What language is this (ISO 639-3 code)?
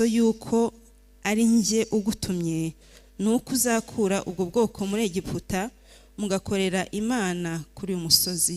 kin